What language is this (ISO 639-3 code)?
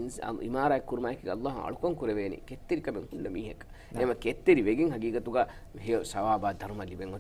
div